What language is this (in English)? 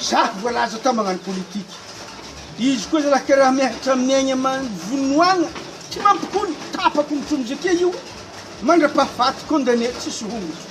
Malagasy